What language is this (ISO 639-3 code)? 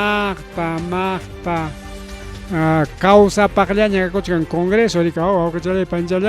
quy